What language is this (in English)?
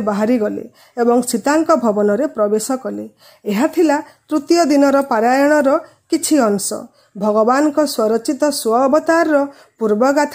Odia